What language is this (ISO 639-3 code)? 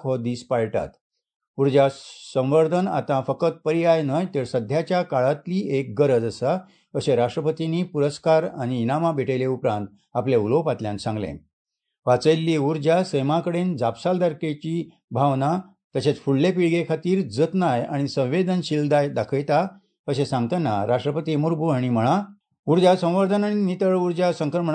kok